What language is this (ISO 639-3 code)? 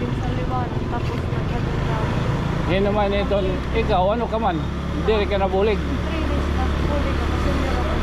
war